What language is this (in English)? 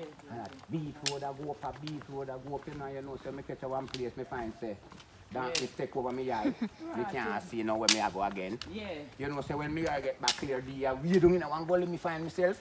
Jamaican Creole English